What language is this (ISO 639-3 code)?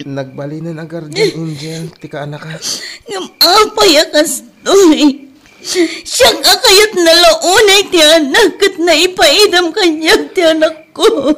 ilo